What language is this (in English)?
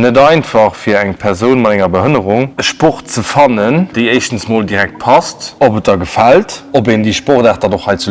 Luxembourgish